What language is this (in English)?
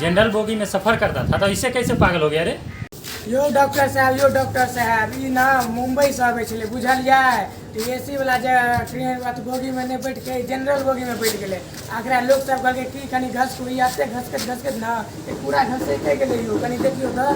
Maithili